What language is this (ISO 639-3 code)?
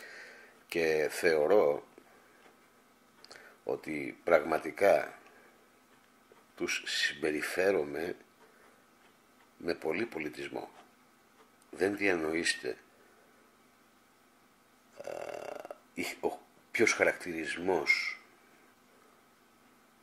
ell